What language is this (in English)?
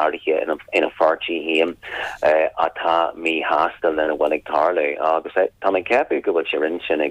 Irish